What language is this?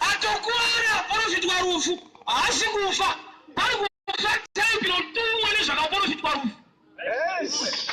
Shona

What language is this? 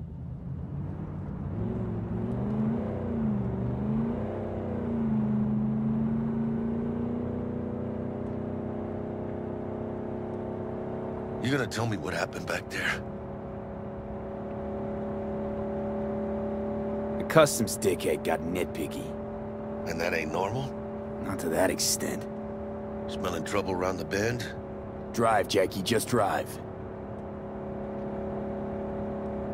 English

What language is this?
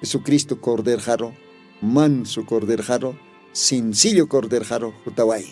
Aymara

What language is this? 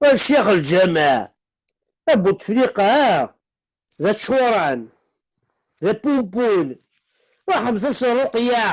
Kabyle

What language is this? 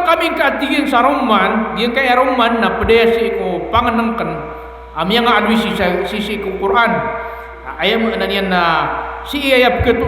Maranao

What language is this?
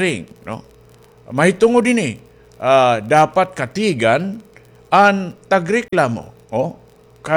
Waray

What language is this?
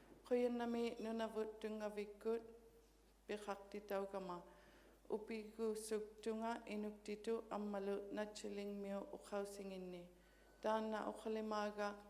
Inuktitut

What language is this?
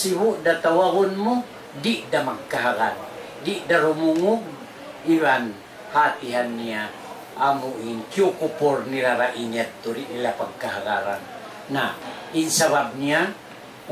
Tausug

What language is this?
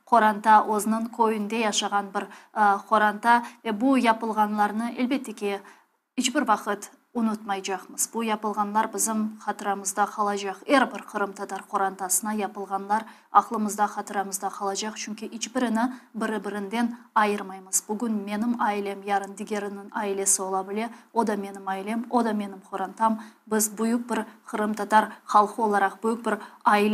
Crimean Tatar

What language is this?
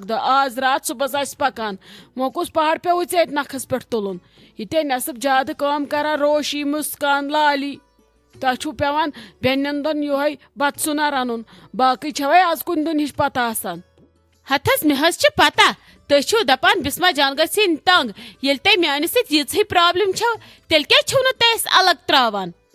Kashmiri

